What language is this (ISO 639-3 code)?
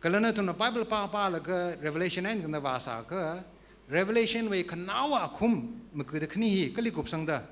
nmf